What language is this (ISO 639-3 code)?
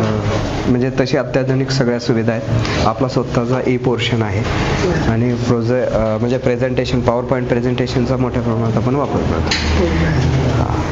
mar